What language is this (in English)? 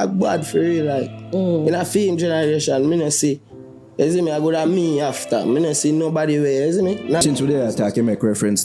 Jamaican Creole English